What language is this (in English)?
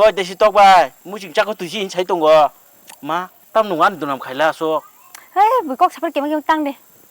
Kok Borok